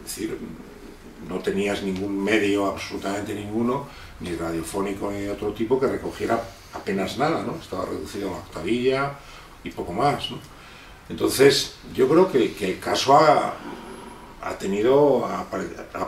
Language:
Spanish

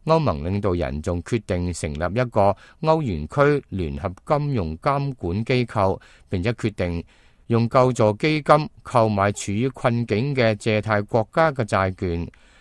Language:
Cantonese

